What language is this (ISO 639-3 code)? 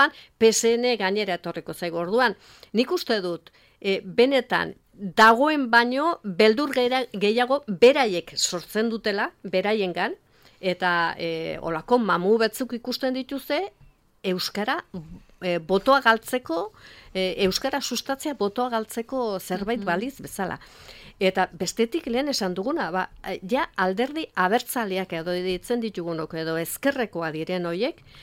eus